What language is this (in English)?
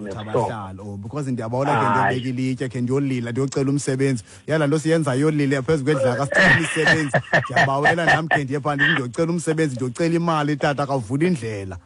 Xhosa